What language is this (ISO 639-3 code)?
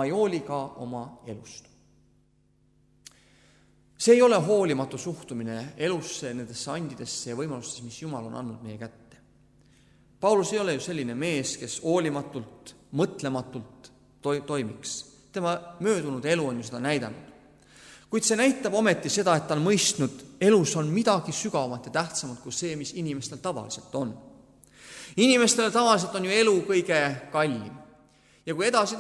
est